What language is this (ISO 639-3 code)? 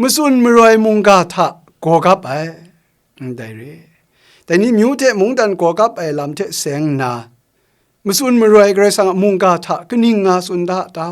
kac